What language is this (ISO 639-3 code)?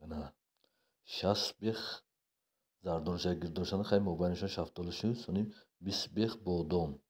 tgk